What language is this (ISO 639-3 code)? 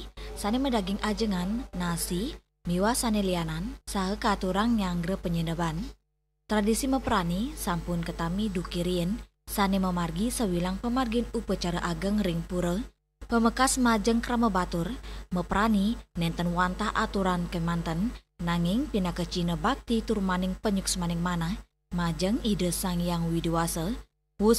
ban